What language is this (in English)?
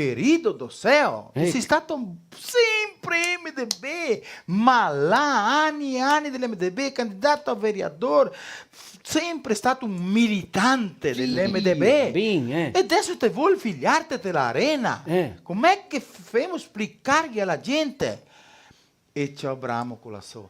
Venetian